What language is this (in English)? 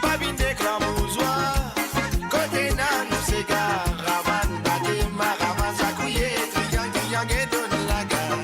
Morisyen